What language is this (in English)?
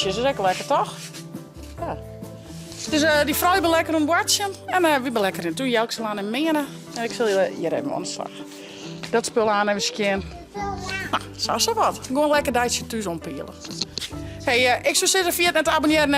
Western Frisian